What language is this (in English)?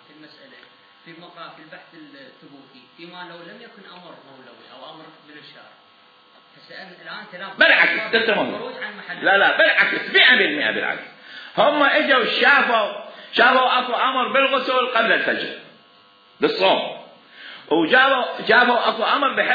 Mesopotamian Arabic